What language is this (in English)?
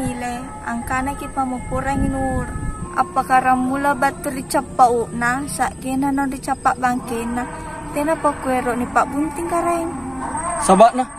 Makasar